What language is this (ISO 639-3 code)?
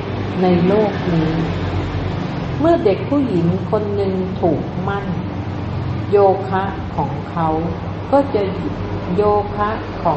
tha